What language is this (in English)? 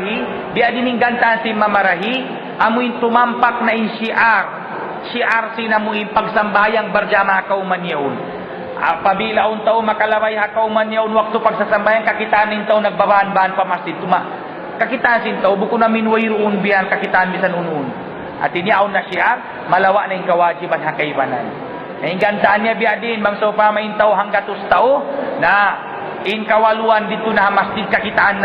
Tausug